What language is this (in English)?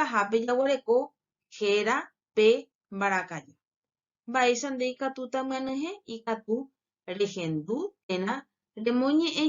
Guarani